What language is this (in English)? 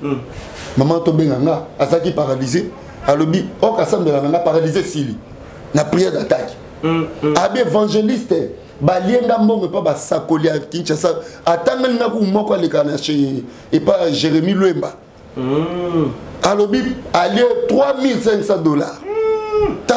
Lingala